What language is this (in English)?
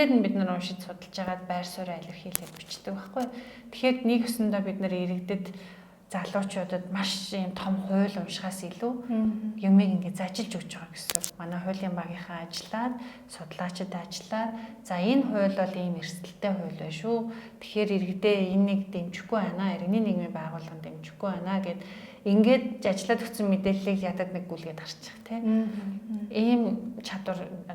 Mongolian